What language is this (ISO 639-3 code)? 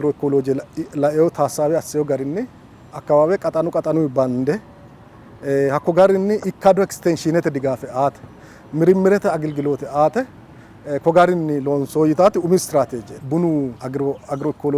sid